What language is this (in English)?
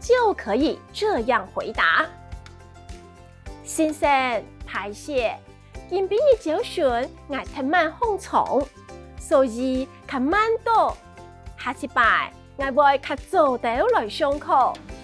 Hakka Chinese